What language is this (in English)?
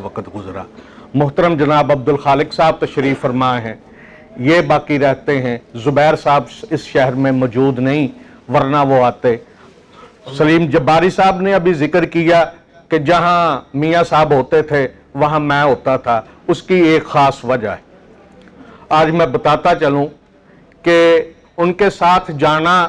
Urdu